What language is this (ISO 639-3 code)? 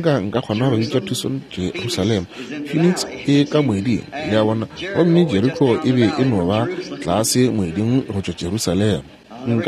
nso